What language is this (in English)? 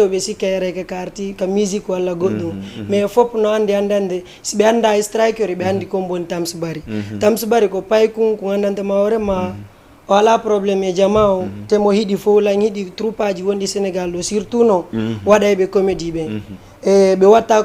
Fula